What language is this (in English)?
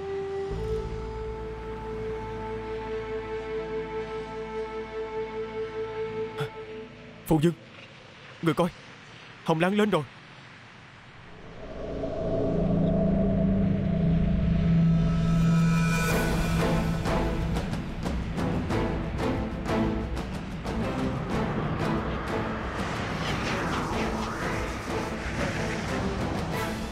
Vietnamese